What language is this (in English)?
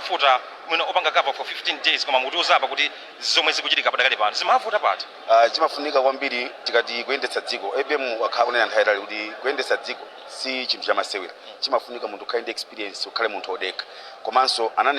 Nyanja